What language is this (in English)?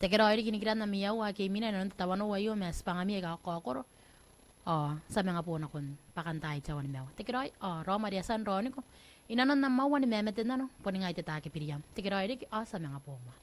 Gilbertese